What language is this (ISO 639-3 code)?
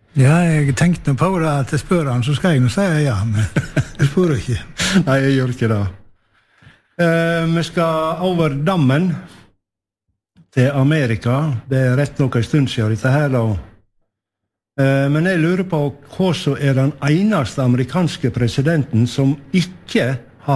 nor